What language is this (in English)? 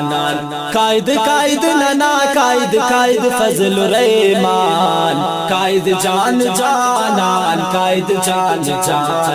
Brahui